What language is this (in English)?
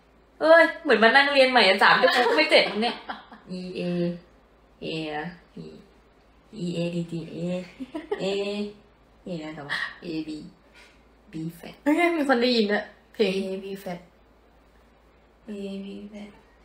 Thai